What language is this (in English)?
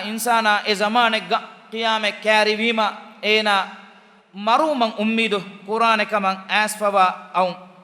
Divehi